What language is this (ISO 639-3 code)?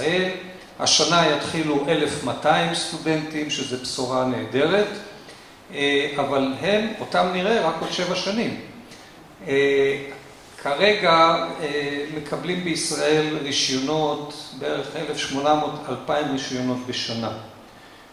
heb